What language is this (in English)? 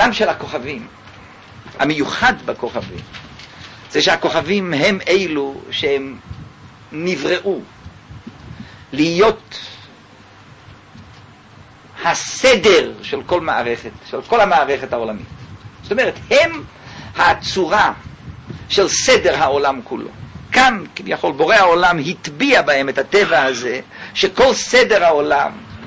Hebrew